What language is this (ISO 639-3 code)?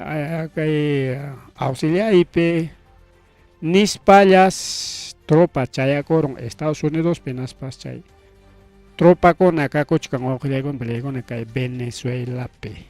quy